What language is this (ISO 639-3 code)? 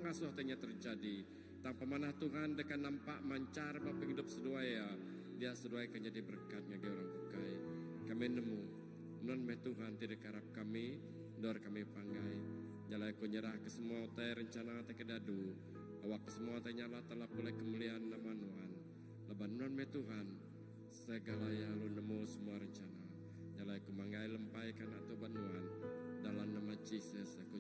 iba